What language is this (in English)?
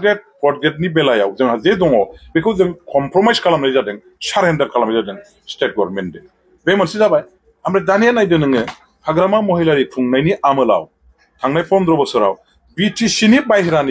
Bodo